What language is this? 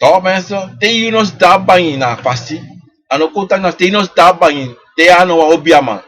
Sranan Tongo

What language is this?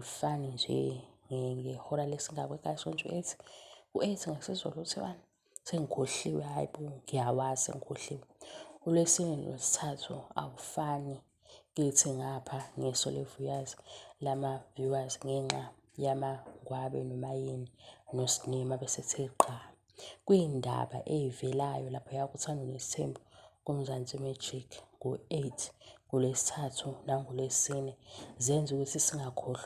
Zulu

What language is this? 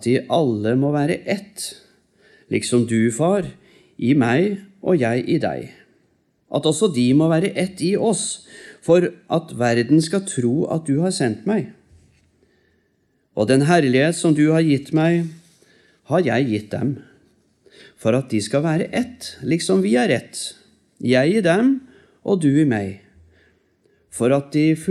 Norwegian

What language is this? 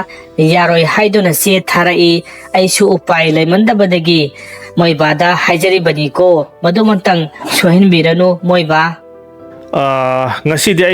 Manipuri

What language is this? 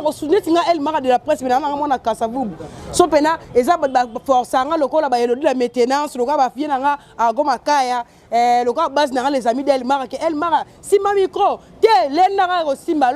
Lingala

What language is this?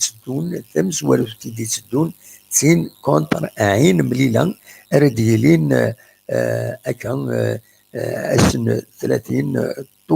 Kabyle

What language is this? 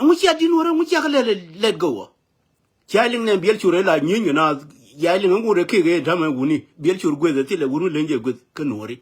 Nuer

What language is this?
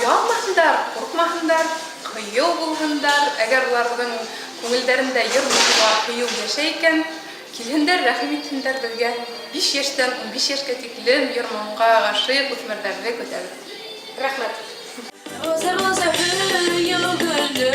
Bashkir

